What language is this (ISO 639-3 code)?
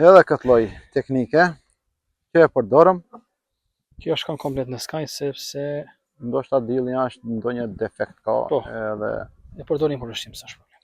sqi